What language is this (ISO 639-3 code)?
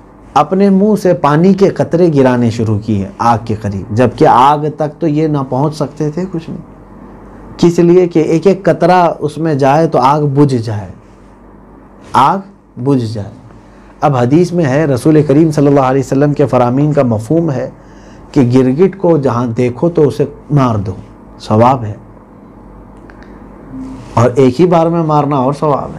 urd